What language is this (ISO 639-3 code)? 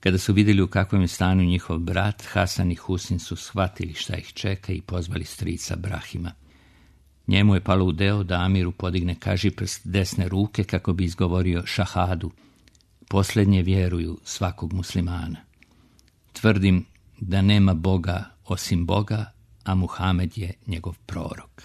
srp